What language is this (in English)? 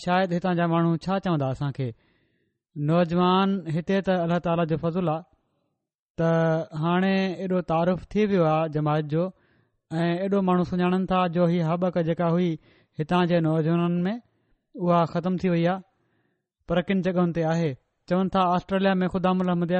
Sindhi